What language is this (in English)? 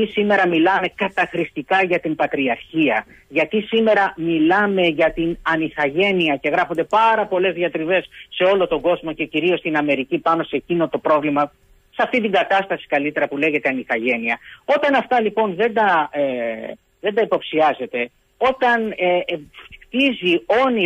Greek